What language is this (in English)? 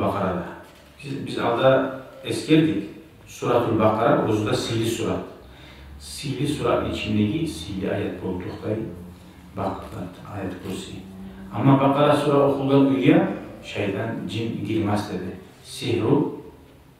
Kumyk